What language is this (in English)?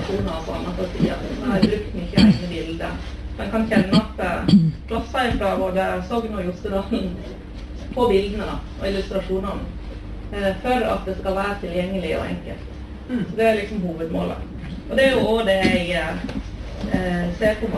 Norwegian